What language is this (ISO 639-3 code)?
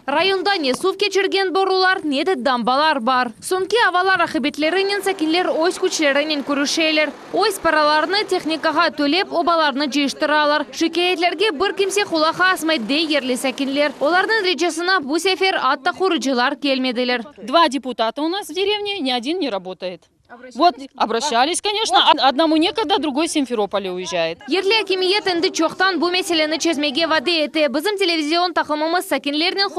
crh